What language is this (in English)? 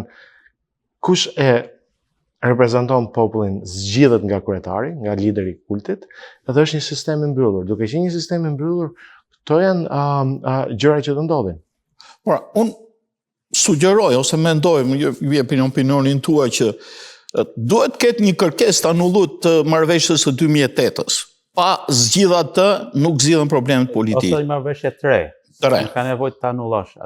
Albanian